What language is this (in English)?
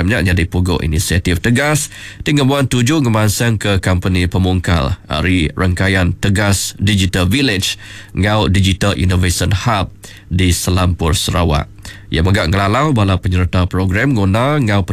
Iban